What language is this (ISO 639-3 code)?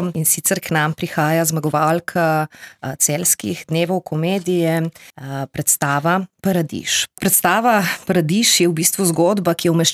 slv